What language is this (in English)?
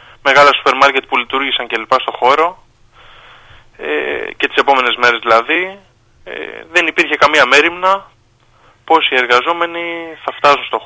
Greek